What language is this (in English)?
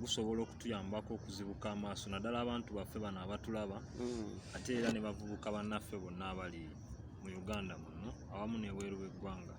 Ganda